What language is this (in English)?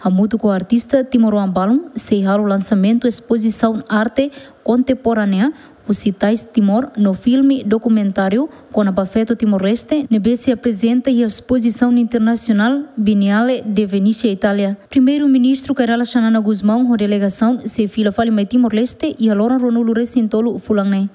Tetum